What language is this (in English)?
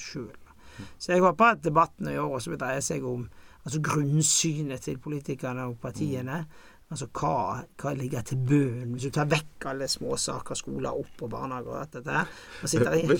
Norwegian